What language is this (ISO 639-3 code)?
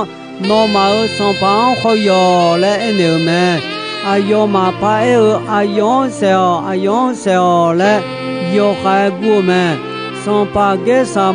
ahk